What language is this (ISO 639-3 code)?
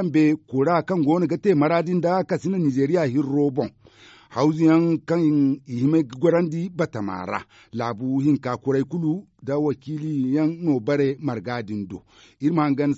dje